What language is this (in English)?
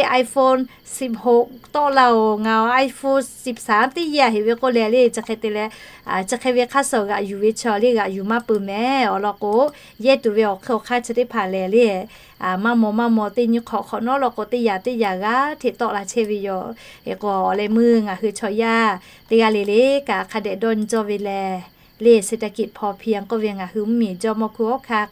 Lahu